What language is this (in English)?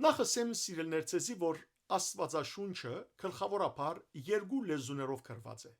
Western Armenian